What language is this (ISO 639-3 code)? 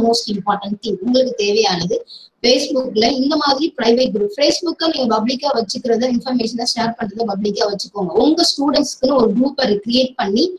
tam